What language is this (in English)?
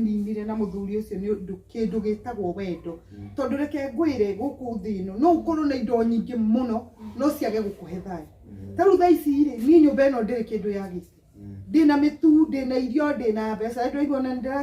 Kikuyu